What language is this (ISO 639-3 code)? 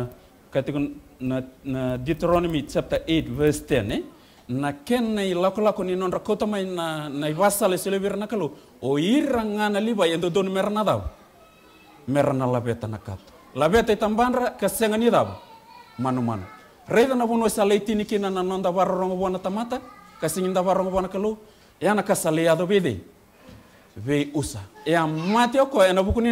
fij